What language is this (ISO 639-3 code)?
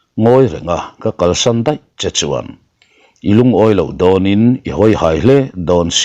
lus